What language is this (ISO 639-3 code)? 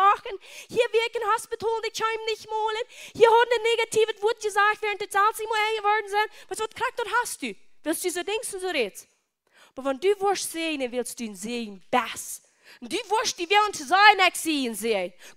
pdt